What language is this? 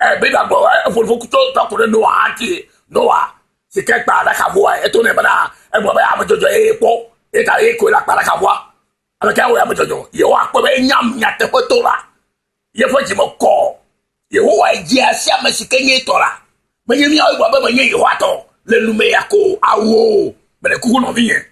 Ewe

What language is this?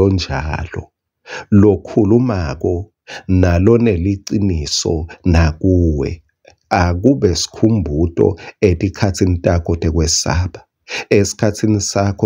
Swati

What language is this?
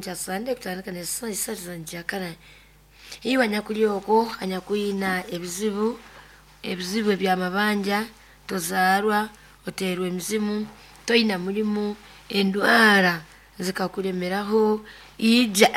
Nyoro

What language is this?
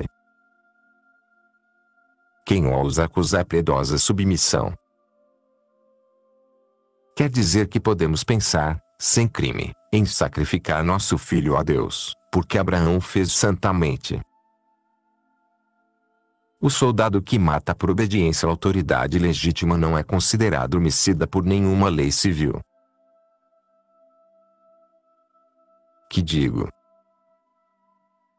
Portuguese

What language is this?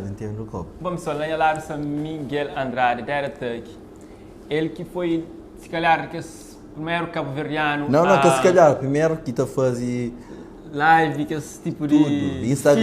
Kabuverdianu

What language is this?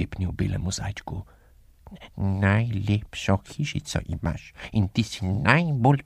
Slovenian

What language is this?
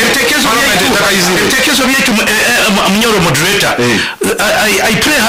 Nyoro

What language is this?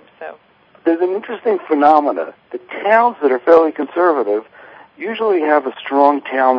English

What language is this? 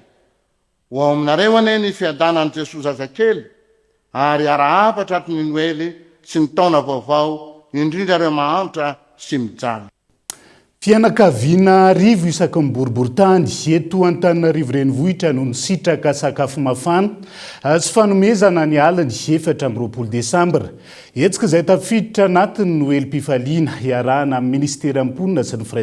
Malagasy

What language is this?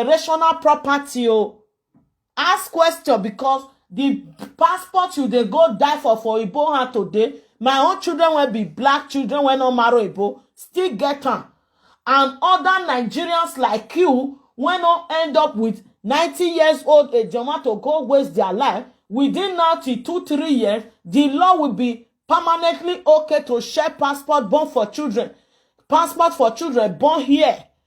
Nigerian Pidgin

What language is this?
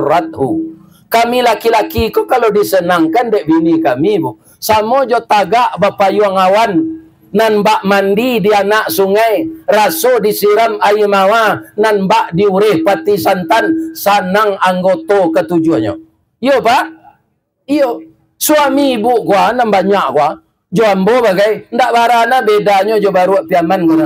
Minangkabau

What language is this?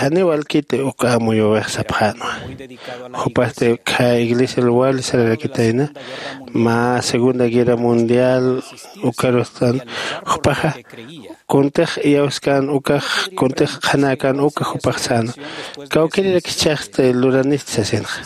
Aymara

